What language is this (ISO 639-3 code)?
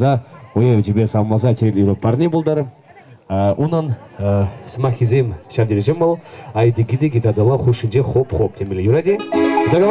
chv